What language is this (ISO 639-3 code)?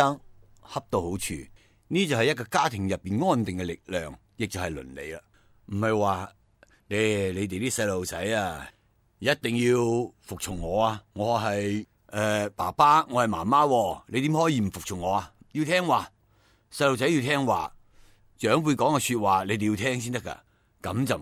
yue